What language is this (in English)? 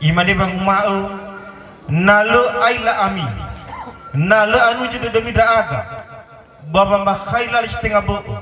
Nias